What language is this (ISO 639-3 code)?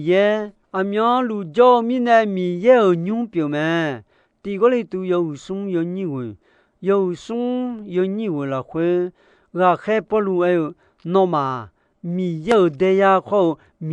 ahk